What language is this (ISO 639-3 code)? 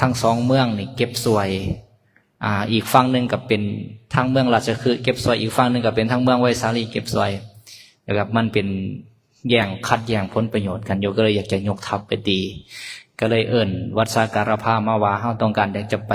lao